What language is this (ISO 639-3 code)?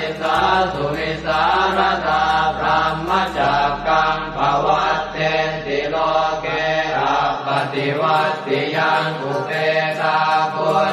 pli